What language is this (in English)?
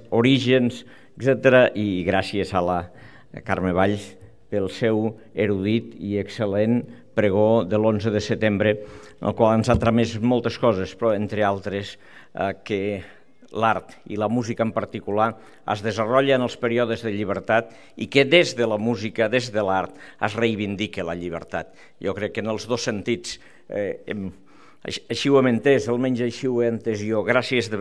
Catalan